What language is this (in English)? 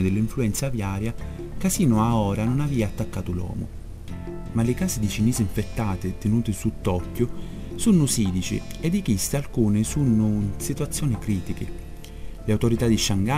Sicilian